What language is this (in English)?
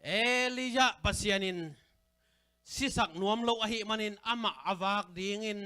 Tedim Chin